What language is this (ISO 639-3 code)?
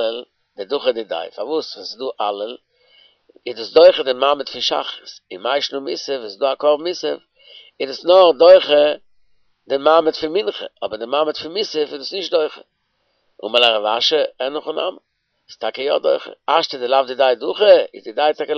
yid